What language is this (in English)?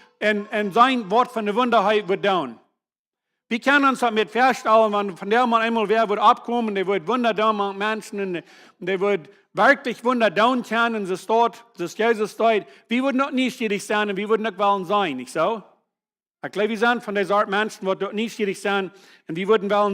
Plautdietsch